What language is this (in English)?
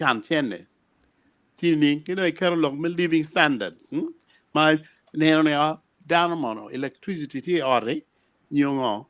Acoli